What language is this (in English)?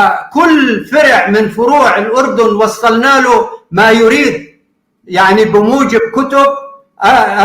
North Levantine Arabic